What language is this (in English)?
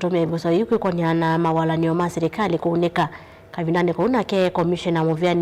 Kamba